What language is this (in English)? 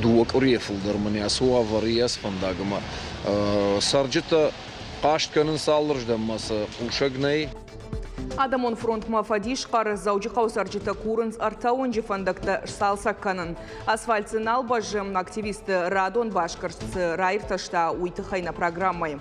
Ossetic